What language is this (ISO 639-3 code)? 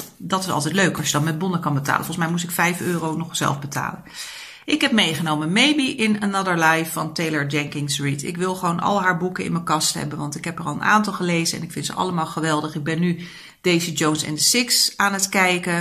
nld